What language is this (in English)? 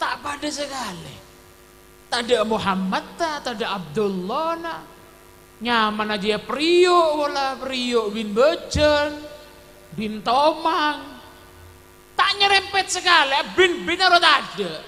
Madurese